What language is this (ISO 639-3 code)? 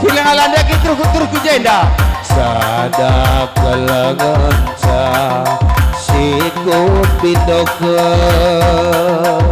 btx